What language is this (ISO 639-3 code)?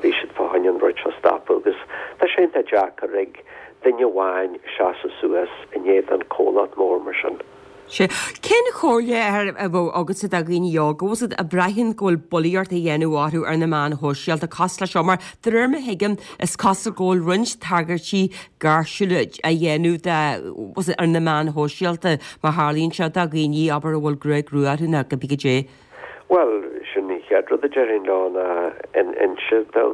gle